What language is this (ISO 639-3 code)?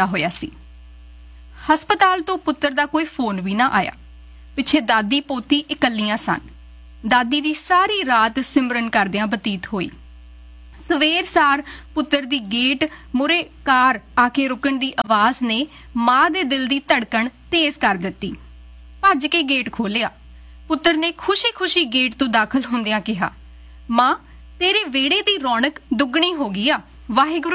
pan